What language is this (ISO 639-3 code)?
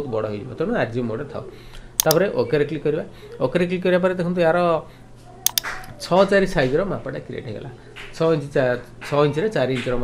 ori